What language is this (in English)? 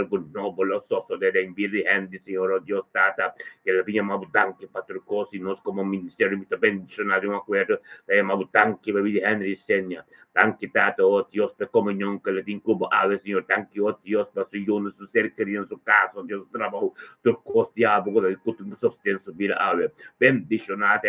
Papiamento